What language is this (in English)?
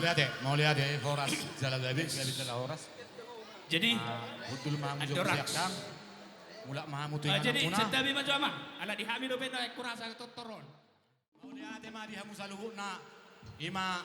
Batak Toba